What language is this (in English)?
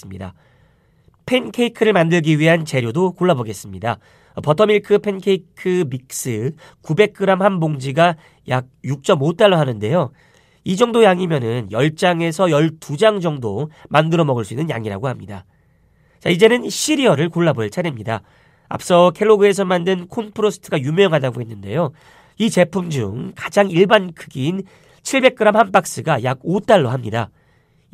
Korean